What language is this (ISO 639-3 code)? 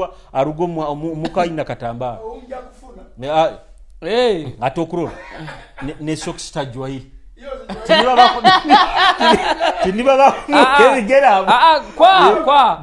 nyo